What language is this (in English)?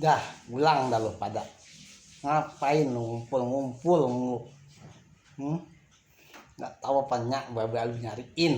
Betawi